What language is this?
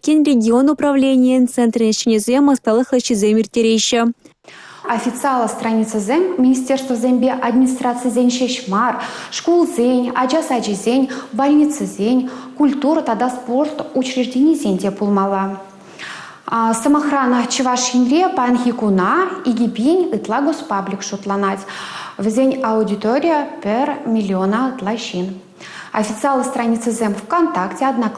Chuvash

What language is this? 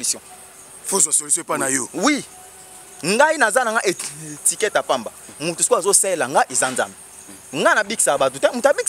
Lingala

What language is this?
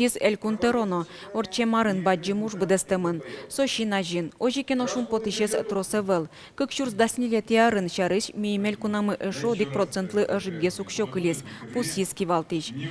Udmurt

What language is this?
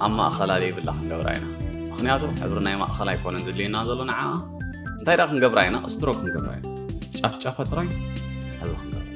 Tigrinya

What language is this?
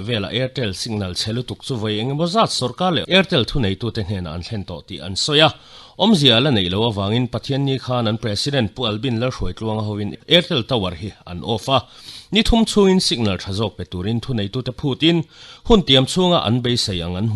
Mizo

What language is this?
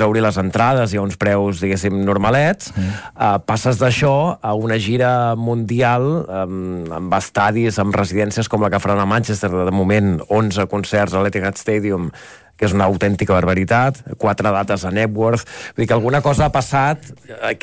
Catalan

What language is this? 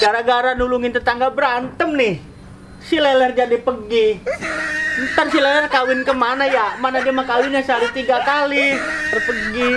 Betawi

